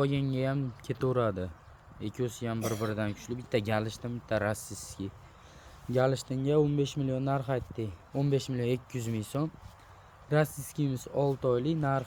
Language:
Uzbek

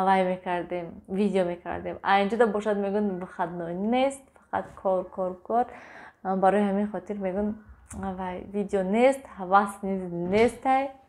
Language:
Tajik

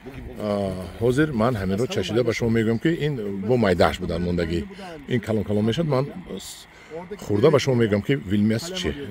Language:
Tajik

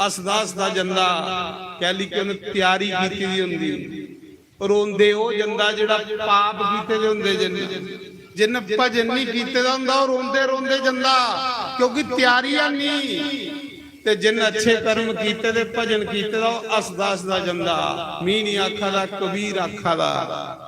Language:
Dogri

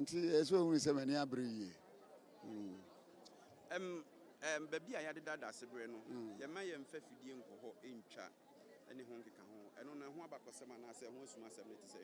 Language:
Akan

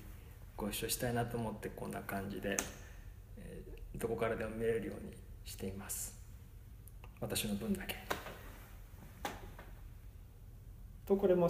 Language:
Japanese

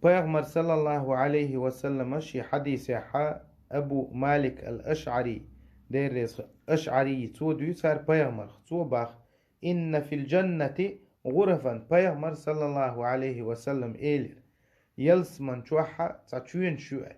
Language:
Chechen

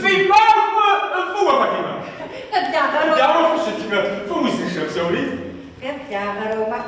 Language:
Kabardian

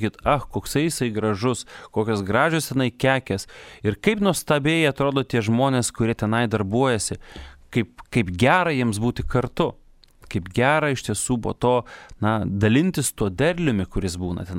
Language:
Lithuanian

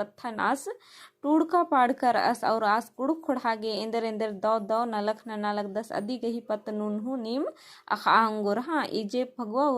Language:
Kurukh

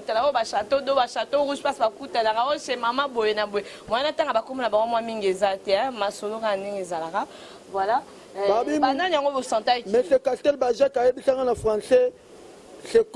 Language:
Lingala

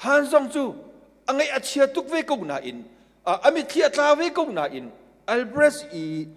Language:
Hakha Chin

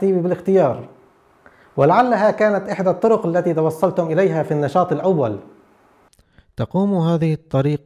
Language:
Arabic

